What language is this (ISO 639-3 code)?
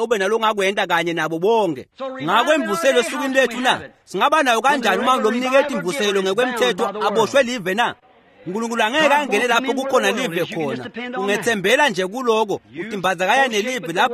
ssw